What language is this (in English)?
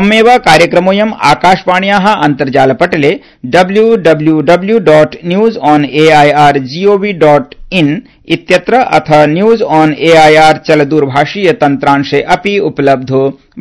Sanskrit